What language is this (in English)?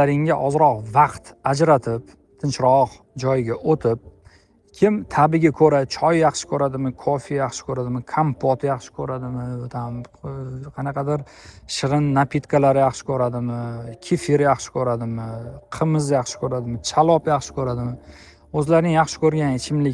Uzbek